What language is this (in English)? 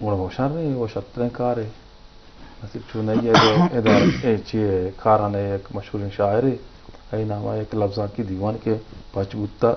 Eastern Balochi